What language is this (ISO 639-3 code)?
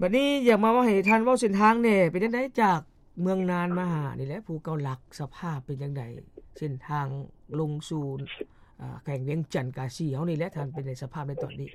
lao